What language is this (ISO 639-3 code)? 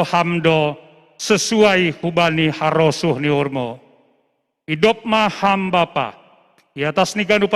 bts